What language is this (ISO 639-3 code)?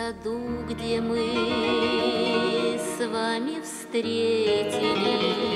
rus